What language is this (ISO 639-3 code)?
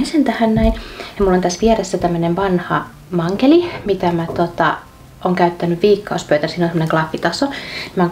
fin